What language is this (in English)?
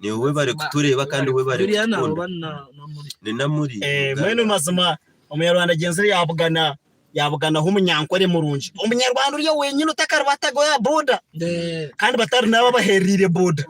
Nyankole